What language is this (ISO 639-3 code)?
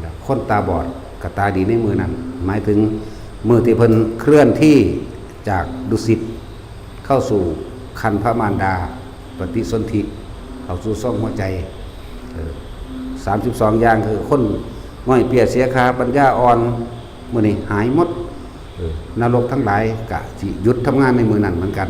lao